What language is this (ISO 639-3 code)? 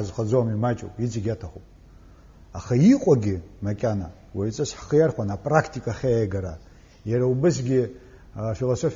abk